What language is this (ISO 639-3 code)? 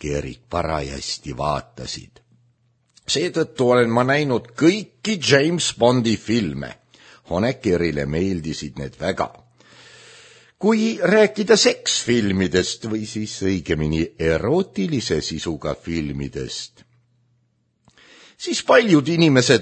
est